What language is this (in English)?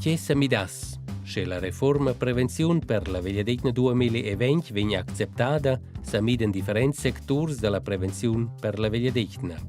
Romansh